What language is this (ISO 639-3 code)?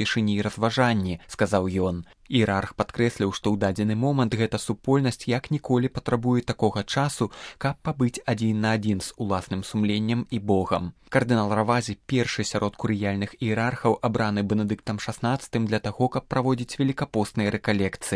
bel